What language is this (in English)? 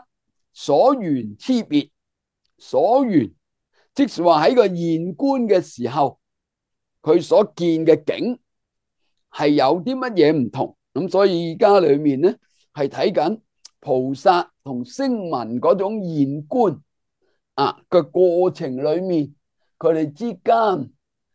Cantonese